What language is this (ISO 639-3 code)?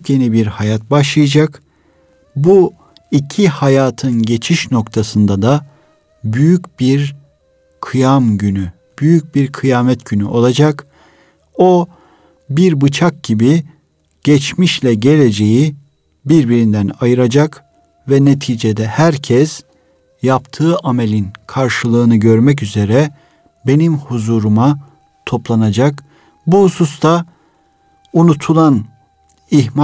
tur